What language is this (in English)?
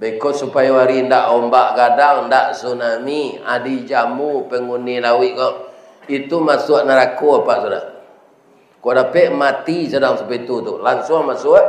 Minangkabau